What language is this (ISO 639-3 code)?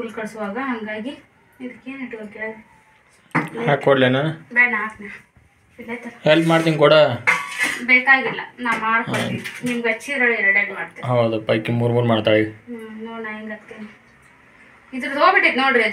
kan